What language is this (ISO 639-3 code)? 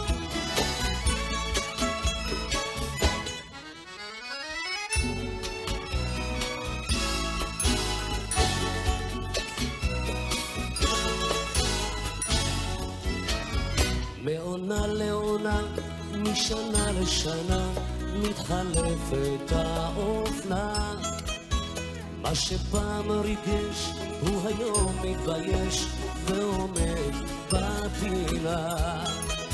heb